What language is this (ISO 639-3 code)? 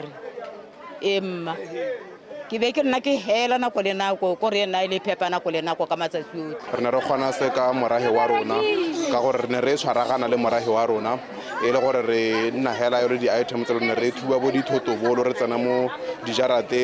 tsn